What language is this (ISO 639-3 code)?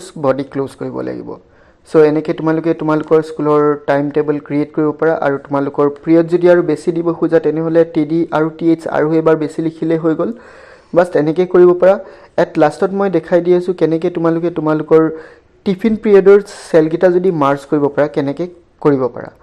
asm